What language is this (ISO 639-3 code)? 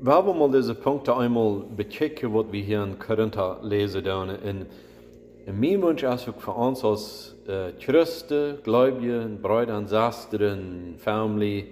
pdt